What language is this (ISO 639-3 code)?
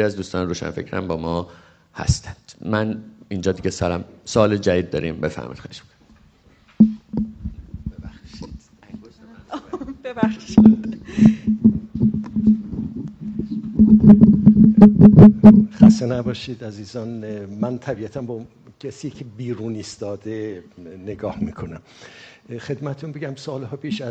fas